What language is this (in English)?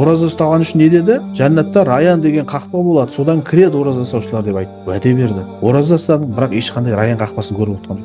Kazakh